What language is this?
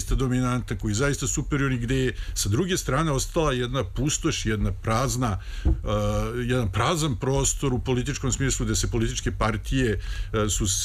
Serbian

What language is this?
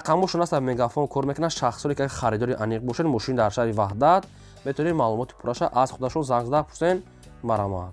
Tajik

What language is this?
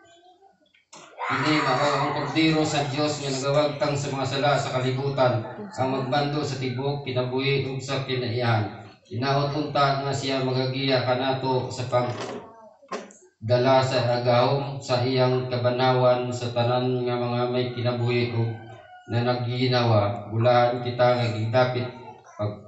Cebuano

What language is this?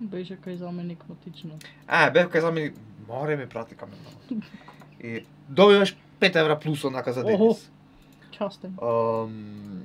Macedonian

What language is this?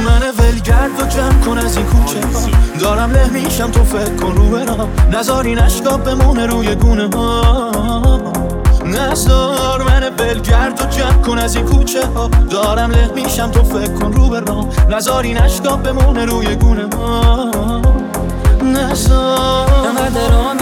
Persian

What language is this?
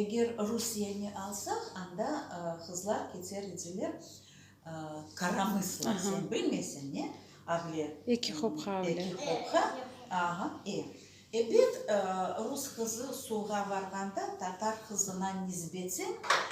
Crimean Tatar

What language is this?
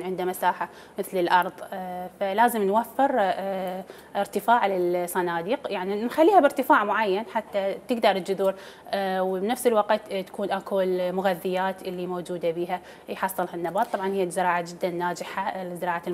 Mesopotamian Arabic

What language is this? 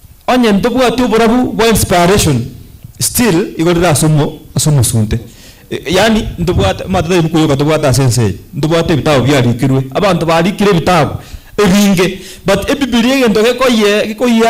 Gusii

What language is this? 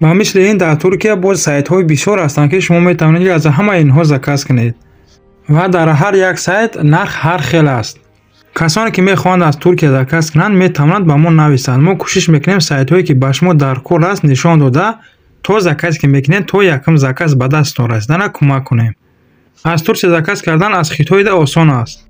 Tajik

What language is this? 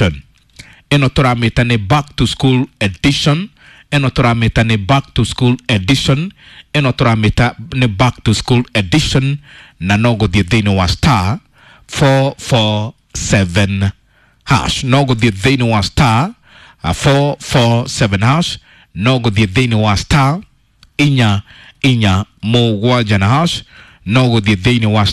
Kikuyu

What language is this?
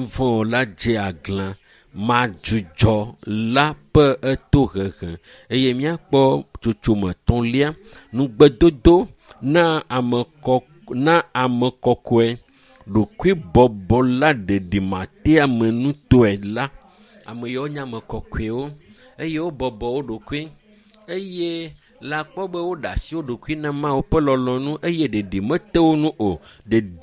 Ewe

